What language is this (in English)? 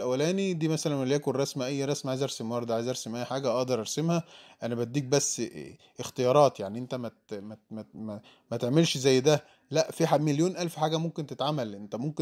Egyptian Arabic